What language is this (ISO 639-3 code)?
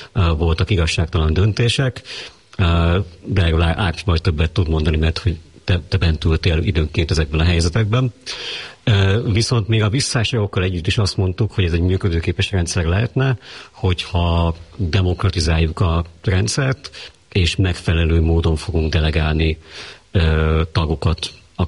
hun